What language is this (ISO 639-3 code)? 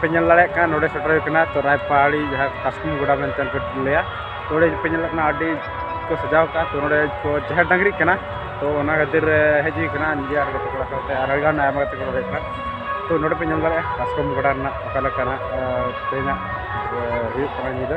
sat